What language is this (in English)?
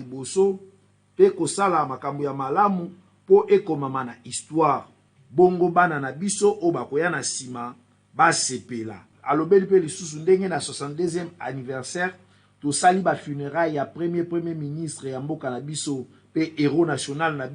Lingala